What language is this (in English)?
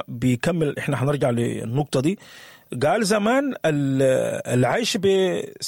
Sudanese Arabic